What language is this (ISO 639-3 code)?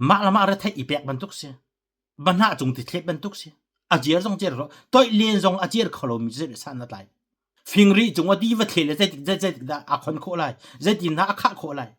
cnh